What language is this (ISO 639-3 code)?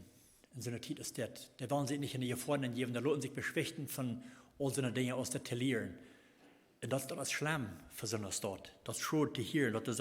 pdt